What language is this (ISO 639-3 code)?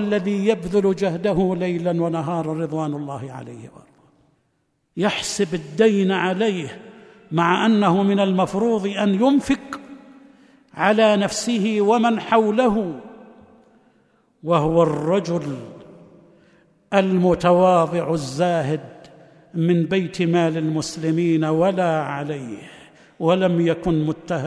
ara